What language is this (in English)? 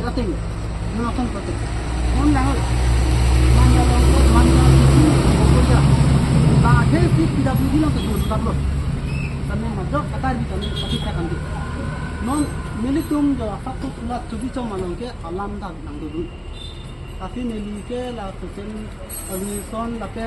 Karbi